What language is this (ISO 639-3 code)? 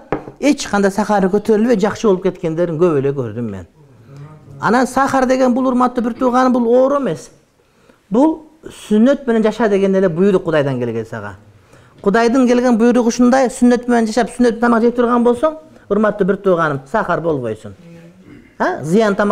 kir